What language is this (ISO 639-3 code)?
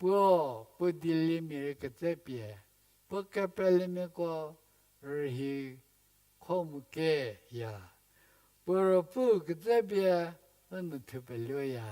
njm